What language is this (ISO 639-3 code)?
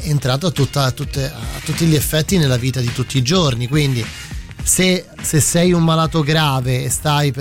ita